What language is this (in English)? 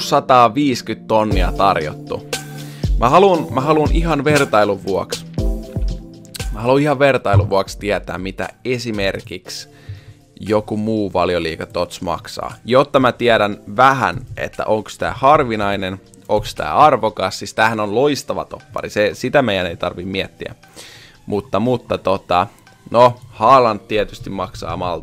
Finnish